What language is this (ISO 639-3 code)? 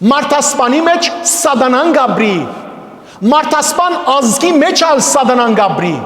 hyw